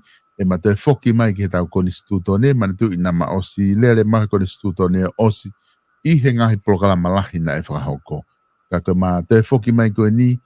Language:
Tongan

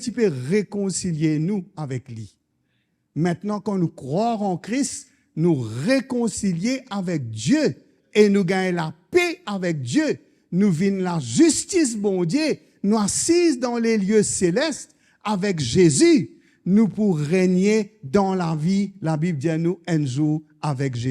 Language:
Morisyen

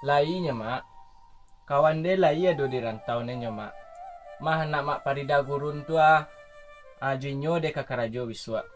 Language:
Minangkabau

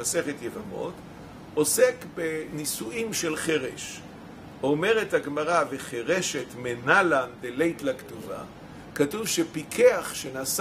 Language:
Hebrew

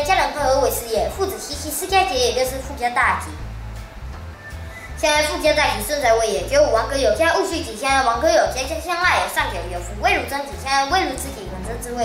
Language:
Literary Chinese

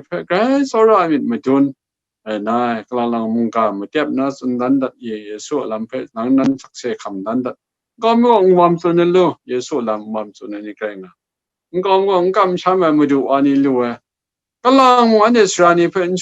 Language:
Kachin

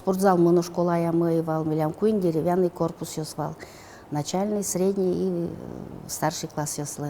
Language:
Udmurt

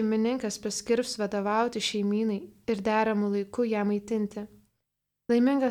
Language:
Lithuanian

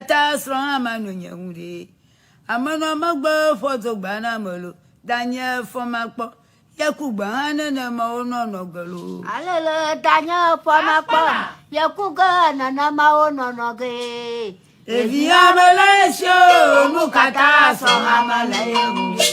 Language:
Ewe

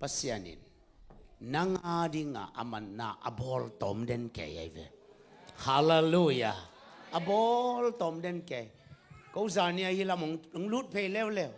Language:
Tedim Chin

